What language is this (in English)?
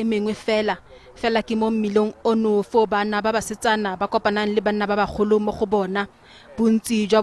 Tswana